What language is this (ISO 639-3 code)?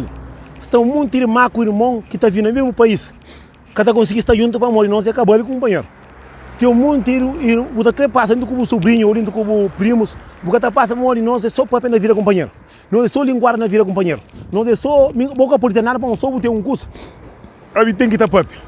kea